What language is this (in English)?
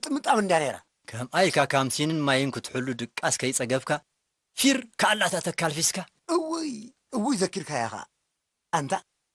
Tigrinya